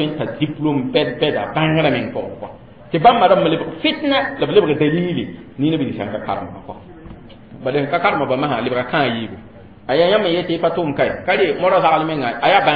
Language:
Mossi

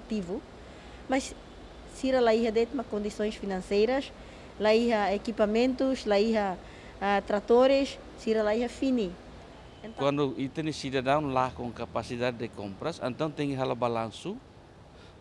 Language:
Tetum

